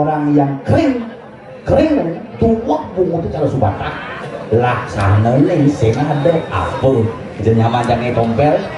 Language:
Balinese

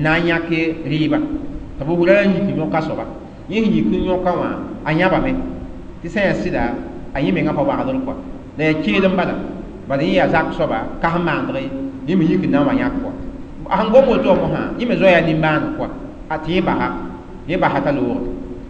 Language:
Mossi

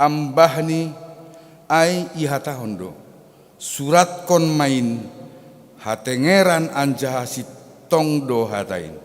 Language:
Batak Simalungun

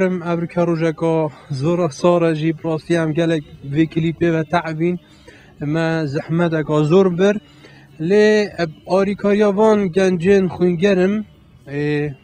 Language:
Kurdish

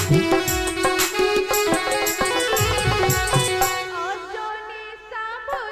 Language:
Odia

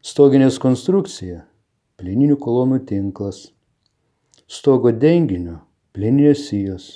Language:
Lithuanian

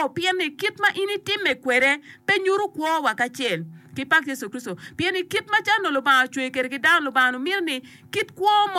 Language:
Acoli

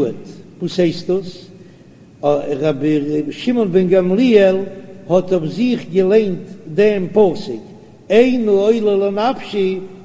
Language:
Yiddish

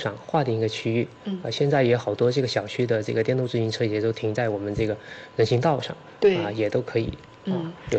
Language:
Chinese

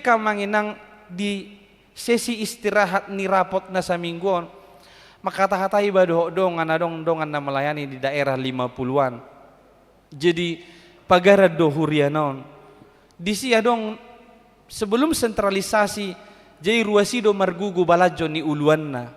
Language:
Batak Toba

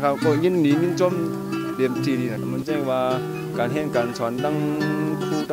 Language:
Shan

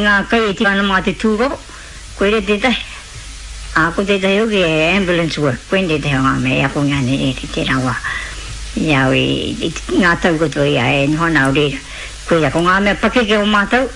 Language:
Māori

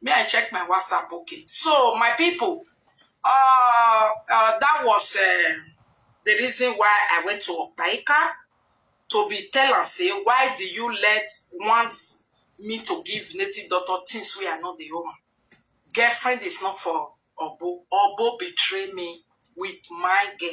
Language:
Nigerian Pidgin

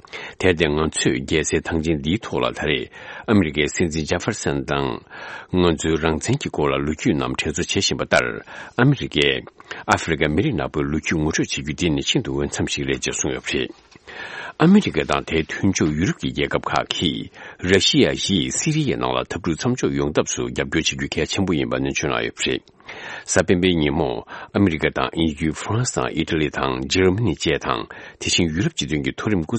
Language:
Tibetan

